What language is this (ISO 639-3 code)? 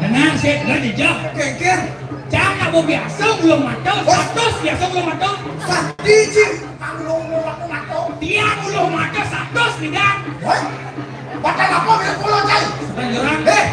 ban